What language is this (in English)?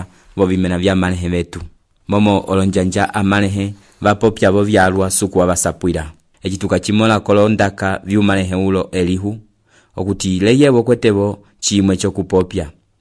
Umbundu